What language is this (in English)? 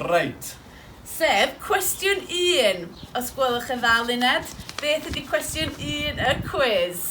Welsh